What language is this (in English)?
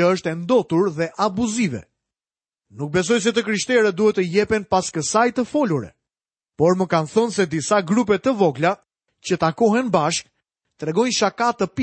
Albanian